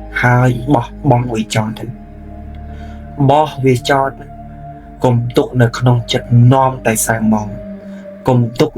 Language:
Khmer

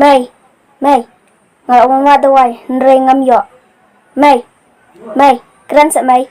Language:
Khasi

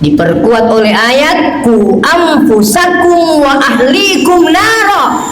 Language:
Buginese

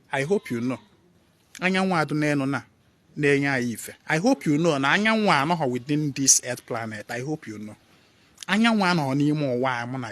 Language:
Igbo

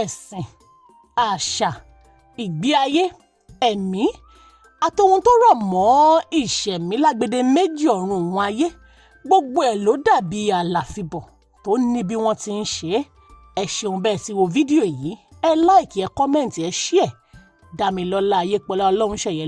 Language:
Yoruba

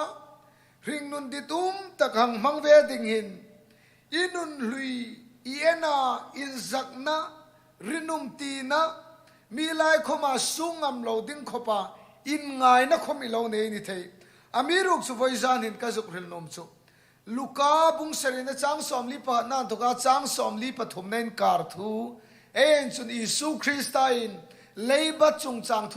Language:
Hmar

